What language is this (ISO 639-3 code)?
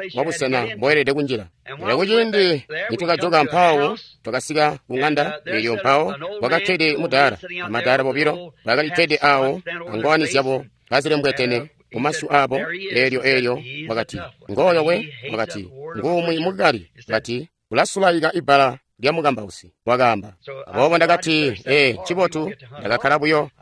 toi